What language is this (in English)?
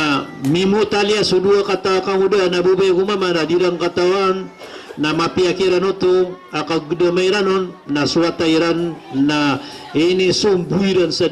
Maranao